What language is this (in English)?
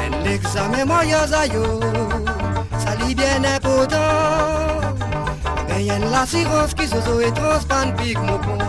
Morisyen